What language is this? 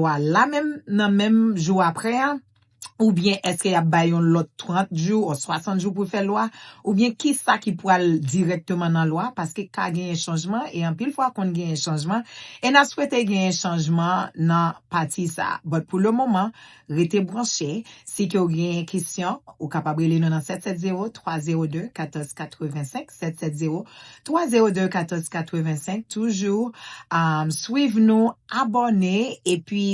Haitian Creole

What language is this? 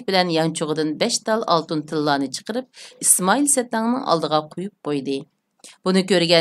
Uyghur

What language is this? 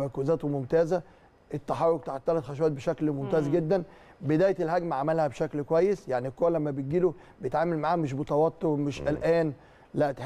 Egyptian Arabic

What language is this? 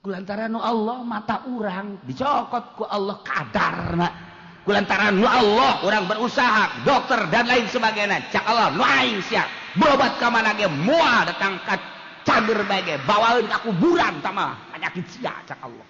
Sundanese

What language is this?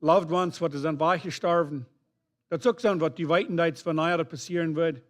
Plautdietsch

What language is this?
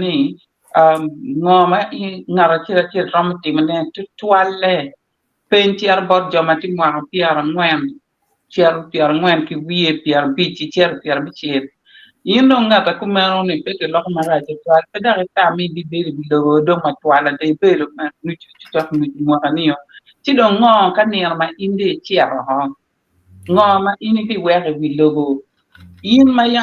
Acoli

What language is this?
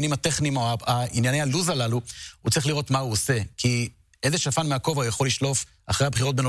Hebrew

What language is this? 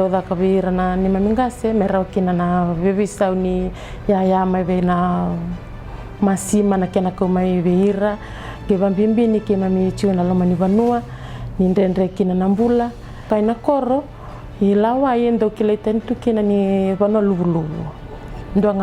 Fijian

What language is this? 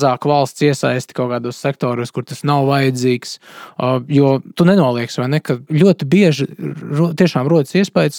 Latvian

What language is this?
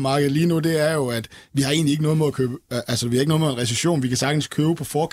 Danish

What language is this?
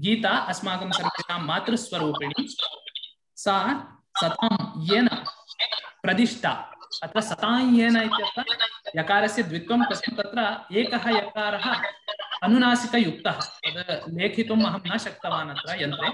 Sanskrit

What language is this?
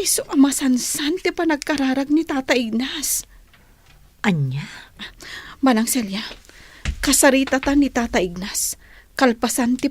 Iloko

